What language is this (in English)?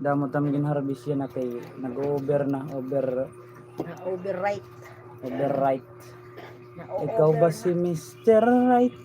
Waray